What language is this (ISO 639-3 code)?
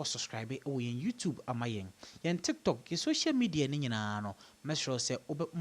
aka